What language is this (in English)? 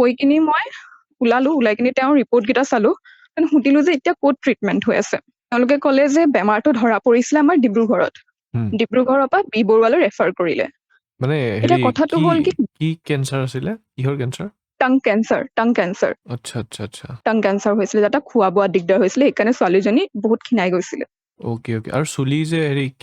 Assamese